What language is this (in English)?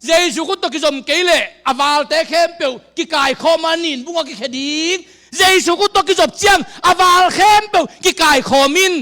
Tedim Chin